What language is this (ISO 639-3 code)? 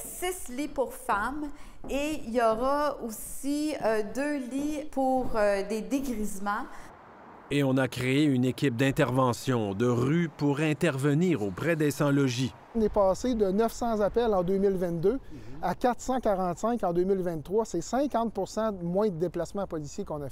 fra